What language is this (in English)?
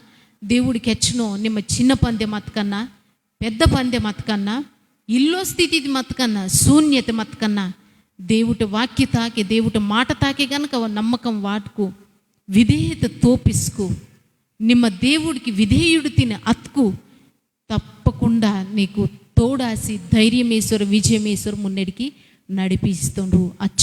Koya